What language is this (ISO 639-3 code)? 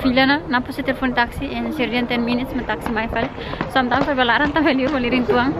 tet